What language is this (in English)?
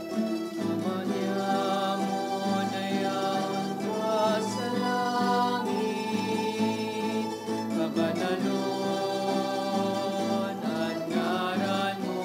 Bikol